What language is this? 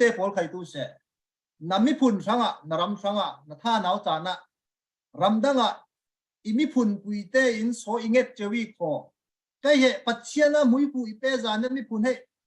Falam Chin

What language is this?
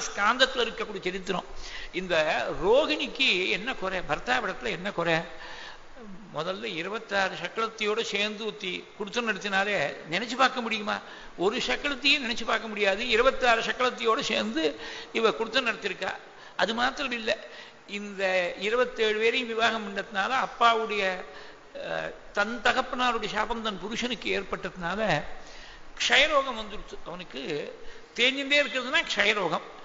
Tamil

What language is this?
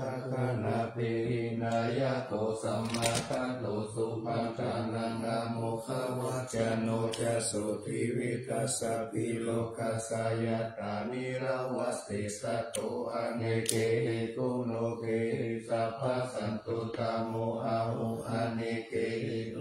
Pali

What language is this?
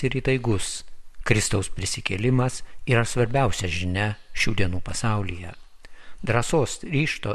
Lithuanian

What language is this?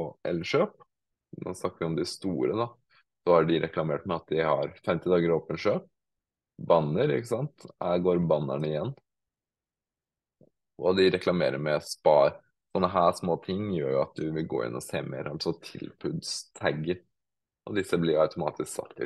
Norwegian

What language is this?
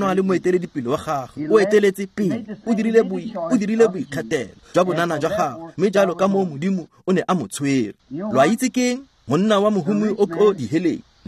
Tswana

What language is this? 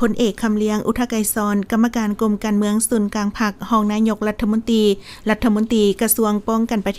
Lao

